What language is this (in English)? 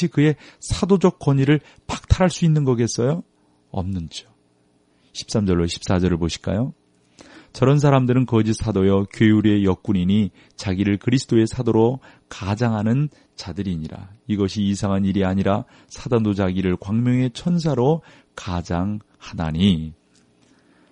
Korean